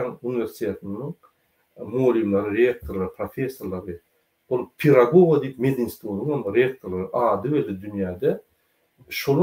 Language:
Turkmen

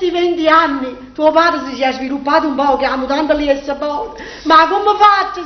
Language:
Neapolitan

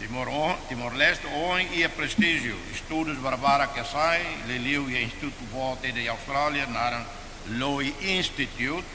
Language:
Tetum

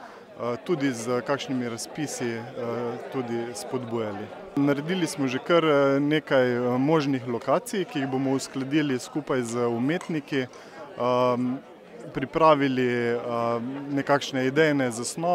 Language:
Slovenian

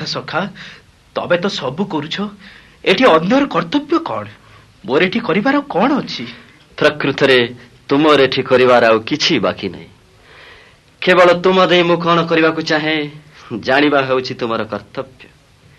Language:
Odia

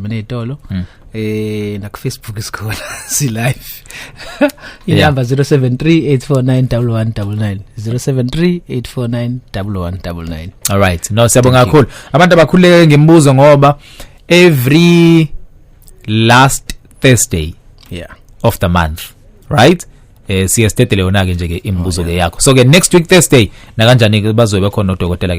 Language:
Zulu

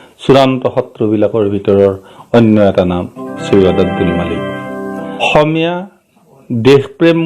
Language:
Assamese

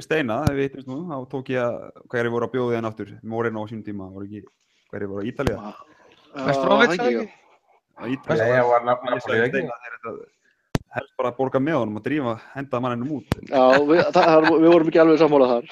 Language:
Icelandic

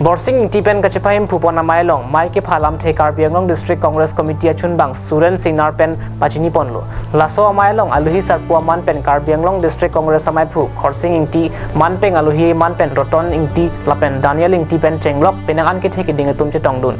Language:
Karbi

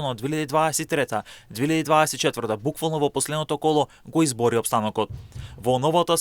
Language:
Macedonian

